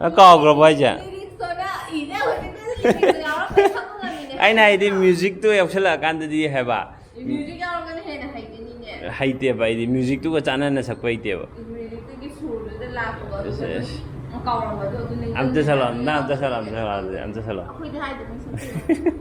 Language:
Manipuri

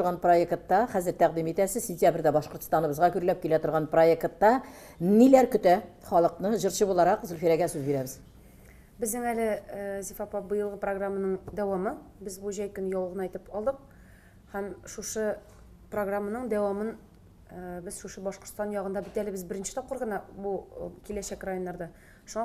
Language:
Tatar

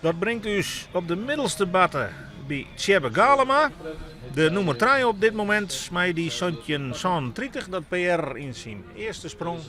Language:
Western Frisian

